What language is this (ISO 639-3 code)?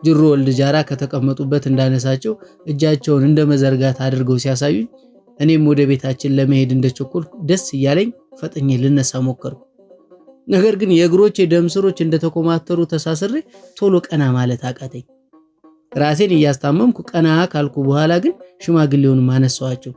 amh